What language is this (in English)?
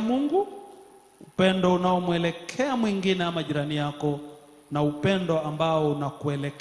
Swahili